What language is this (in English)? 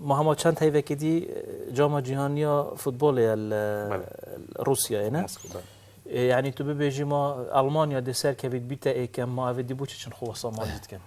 Kurdish